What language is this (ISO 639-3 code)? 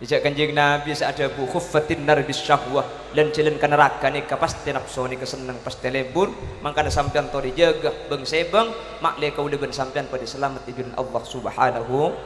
mad